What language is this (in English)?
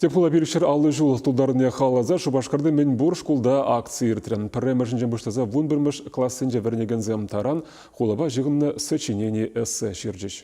Chuvash